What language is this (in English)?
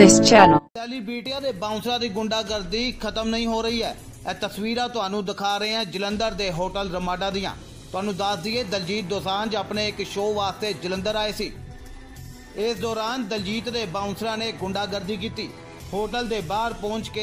Punjabi